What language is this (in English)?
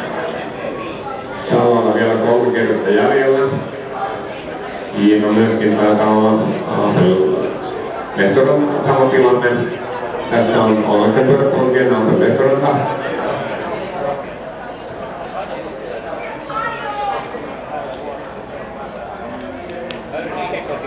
Finnish